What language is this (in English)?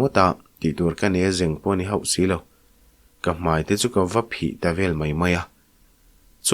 Mizo